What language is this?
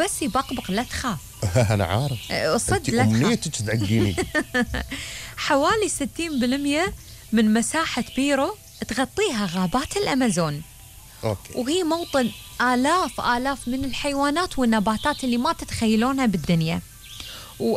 Gulf Arabic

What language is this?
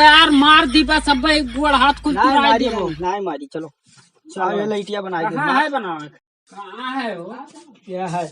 Awadhi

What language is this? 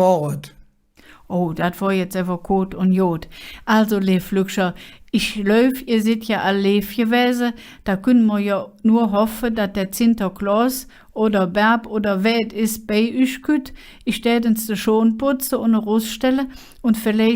Colognian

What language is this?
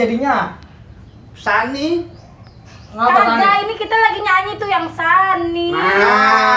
Betawi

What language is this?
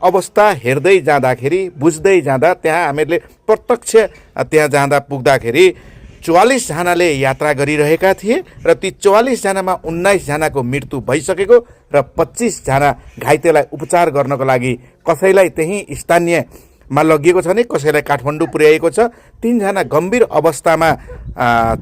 Nepali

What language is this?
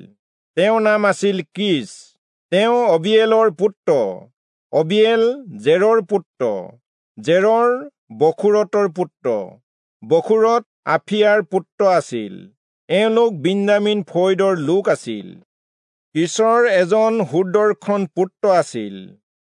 Assamese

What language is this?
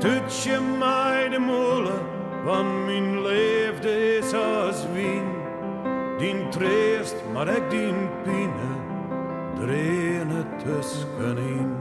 Western Frisian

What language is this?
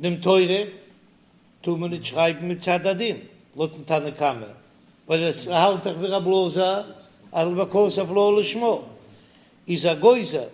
Yiddish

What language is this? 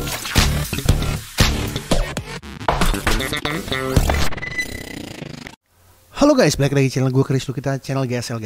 Indonesian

